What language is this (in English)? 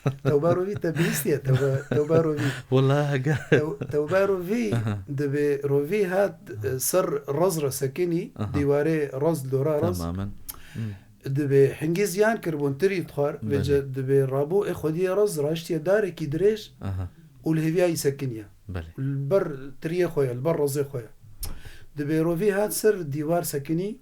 Kurdish